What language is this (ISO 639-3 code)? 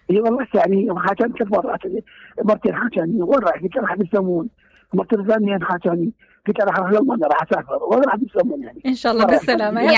acm